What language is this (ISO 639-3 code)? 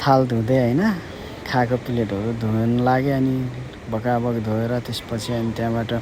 nep